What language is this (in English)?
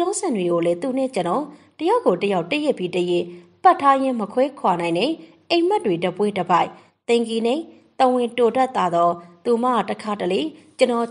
Burmese